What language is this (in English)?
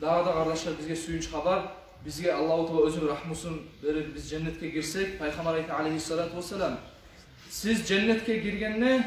Kumyk